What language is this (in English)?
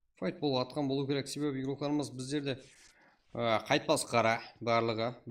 Kara-Kalpak